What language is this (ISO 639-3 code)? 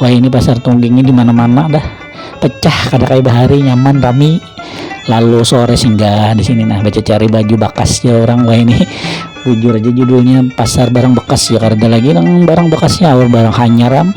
bjn